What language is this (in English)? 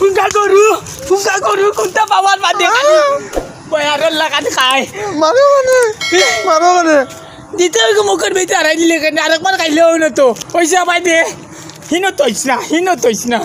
Sylheti